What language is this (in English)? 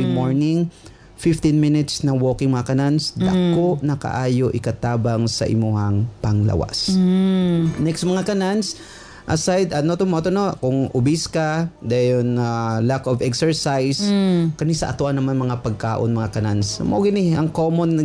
Cebuano